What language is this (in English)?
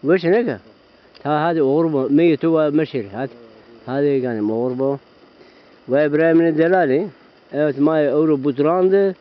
Zaza